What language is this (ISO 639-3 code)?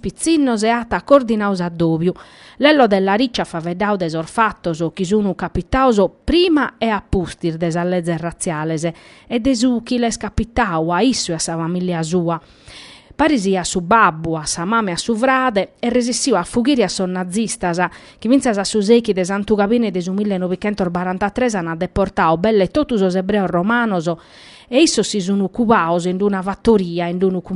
srd